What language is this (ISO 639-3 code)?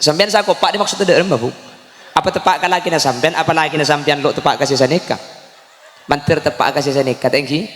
mad